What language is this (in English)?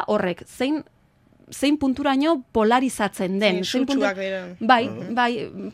Basque